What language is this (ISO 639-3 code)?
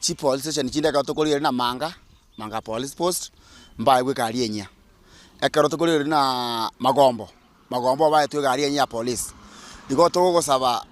guz